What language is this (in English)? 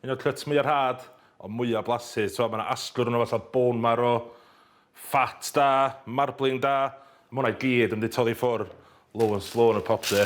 Welsh